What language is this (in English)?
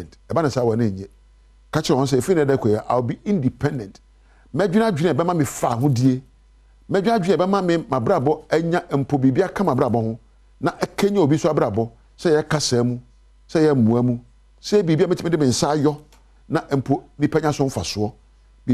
Akan